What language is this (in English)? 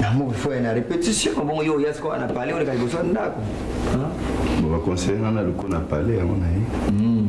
Lingala